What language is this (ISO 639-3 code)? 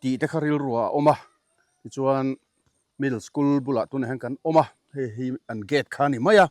lus